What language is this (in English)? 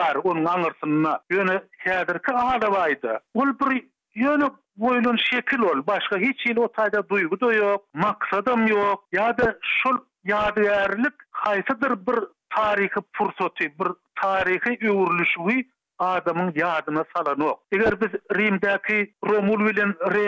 Turkmen